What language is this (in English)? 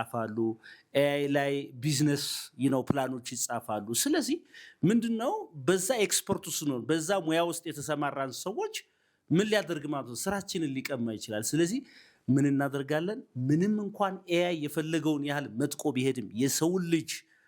Amharic